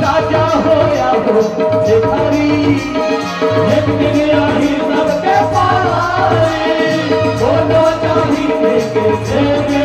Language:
Chhattisgarhi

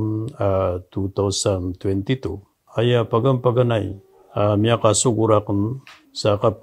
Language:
Maranao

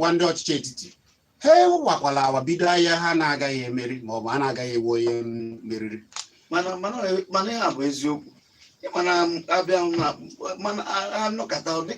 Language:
Igbo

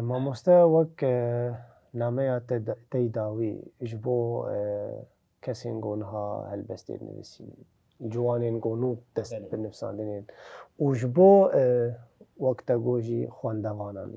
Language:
Kurdish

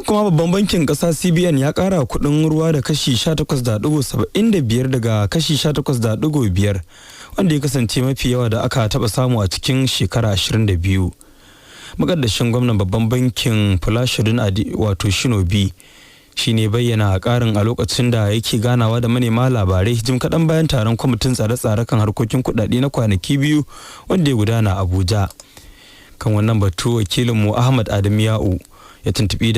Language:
Hausa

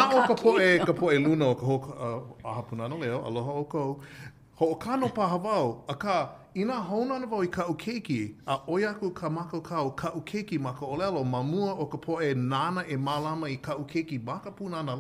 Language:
Hawaiian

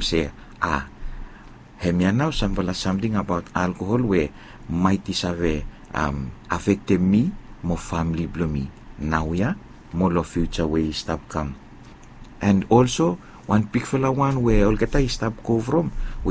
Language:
Bislama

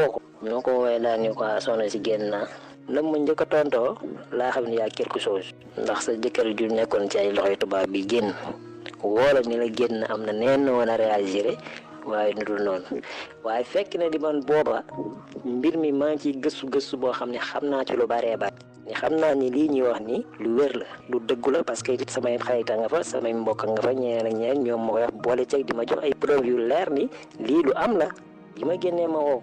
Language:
Wolof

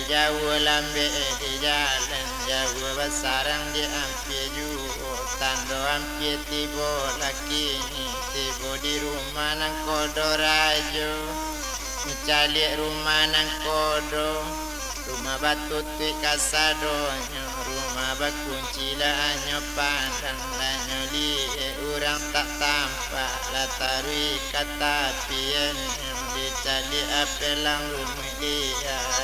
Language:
Minangkabau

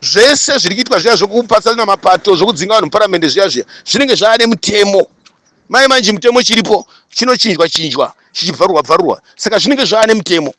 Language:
Shona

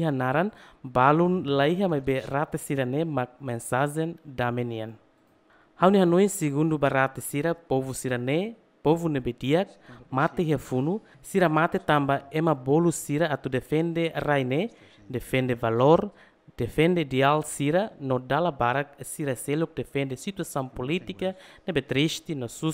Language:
Tetum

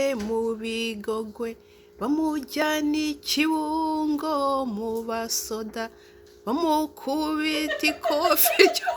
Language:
Kinyarwanda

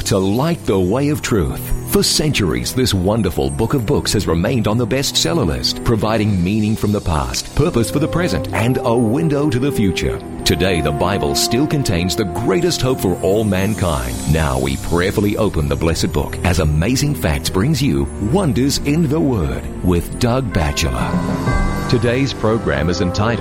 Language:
English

